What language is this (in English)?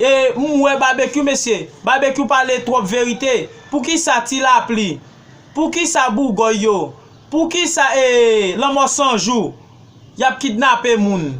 Haitian Creole